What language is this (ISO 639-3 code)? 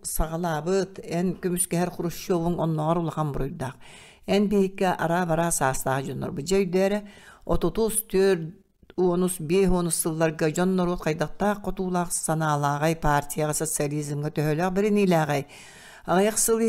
sah